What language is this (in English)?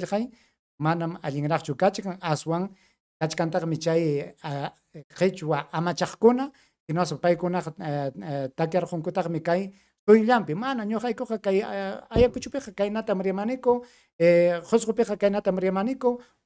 Ayacucho Quechua